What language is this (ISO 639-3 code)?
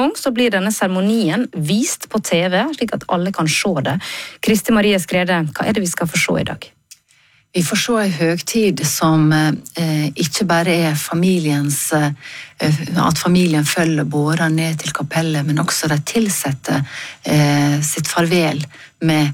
nor